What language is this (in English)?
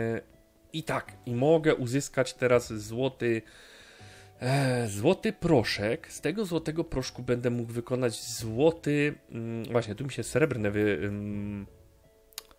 Polish